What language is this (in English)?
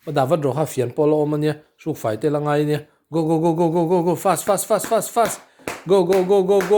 Mizo